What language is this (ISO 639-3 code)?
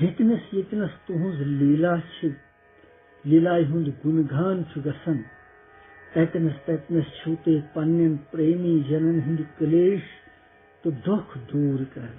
kas